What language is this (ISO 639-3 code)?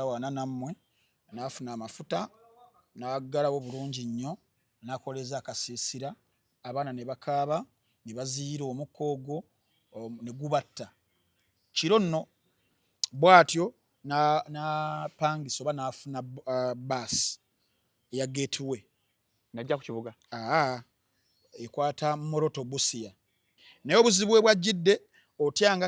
lug